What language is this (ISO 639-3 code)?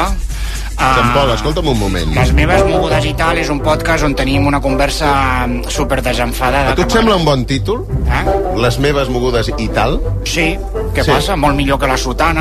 cat